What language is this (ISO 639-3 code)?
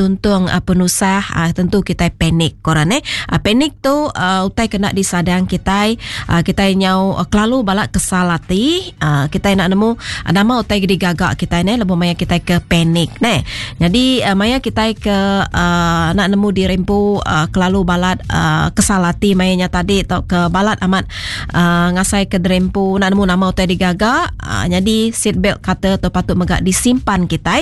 iba